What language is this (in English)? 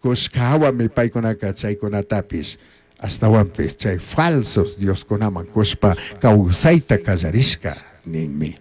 Chimborazo Highland Quichua